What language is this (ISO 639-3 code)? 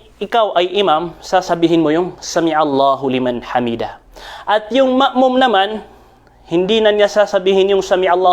mrw